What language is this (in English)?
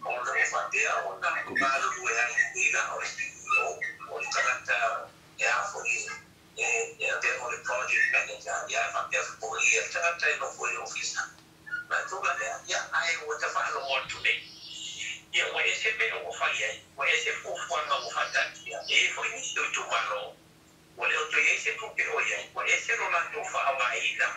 Samoan